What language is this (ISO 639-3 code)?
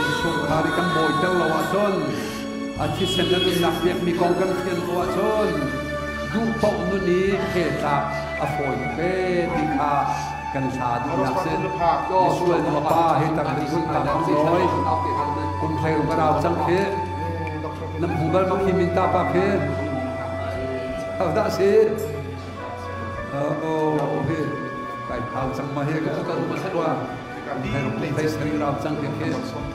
tha